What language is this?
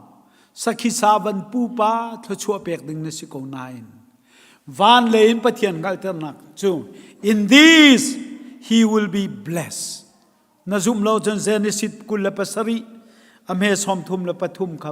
Hakha Chin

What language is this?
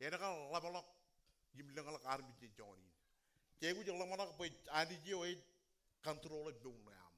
Marshallese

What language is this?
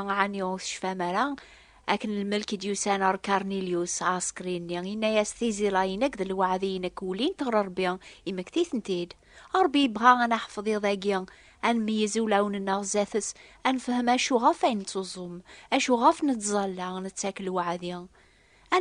Kabyle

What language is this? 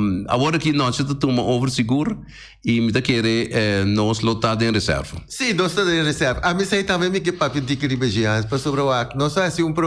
Papiamento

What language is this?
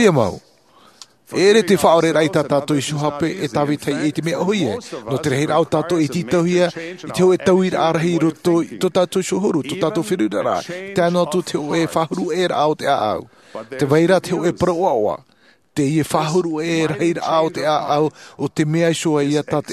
Tahitian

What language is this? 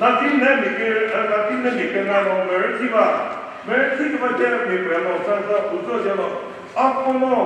Chokri Naga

